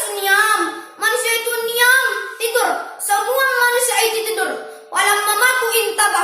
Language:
Buginese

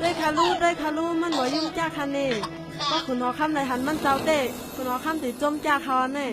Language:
Shan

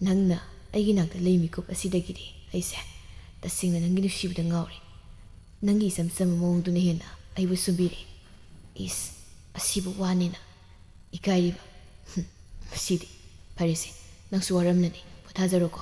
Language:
Manipuri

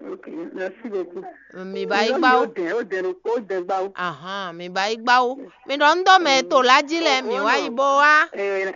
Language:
Fon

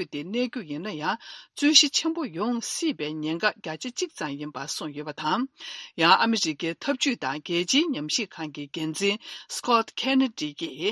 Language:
Tibetan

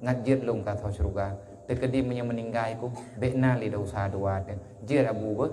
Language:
Achinese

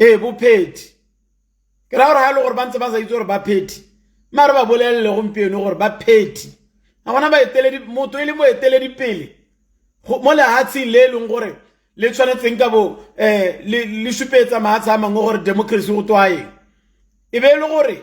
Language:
Tswana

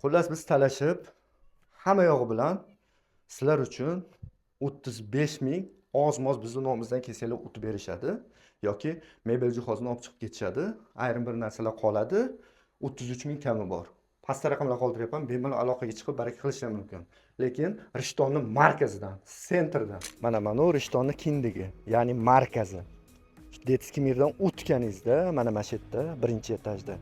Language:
Uzbek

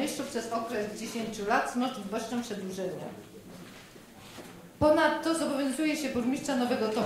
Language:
Polish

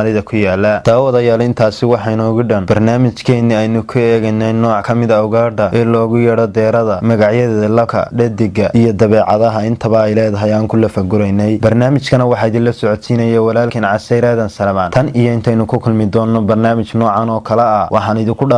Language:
Somali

